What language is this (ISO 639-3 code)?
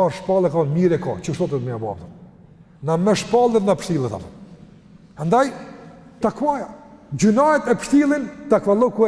sqi